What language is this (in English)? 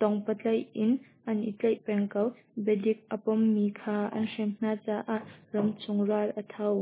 Hakha Chin